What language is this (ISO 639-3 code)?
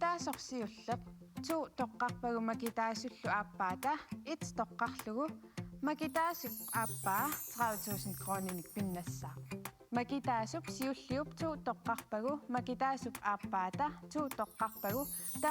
kal